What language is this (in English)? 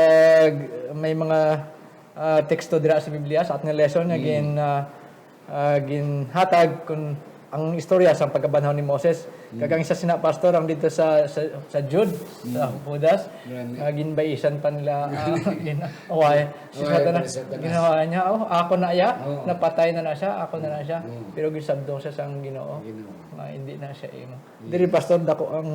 Hiligaynon